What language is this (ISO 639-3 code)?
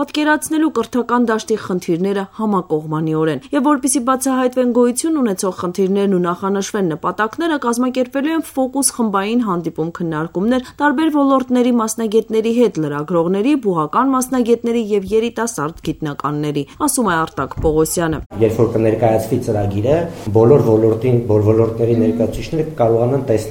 hye